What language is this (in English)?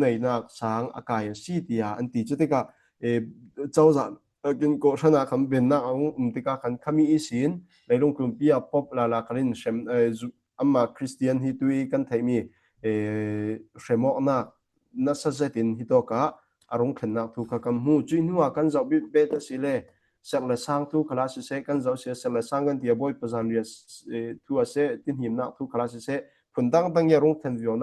Falam Chin